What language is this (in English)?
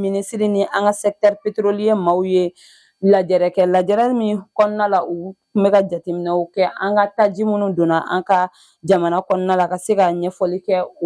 Bambara